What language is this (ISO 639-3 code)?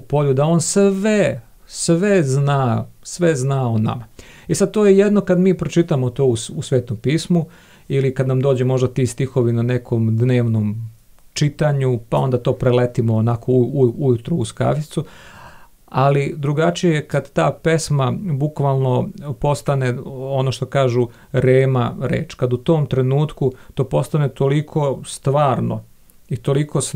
srp